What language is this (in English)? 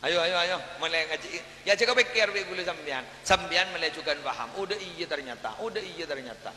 Madurese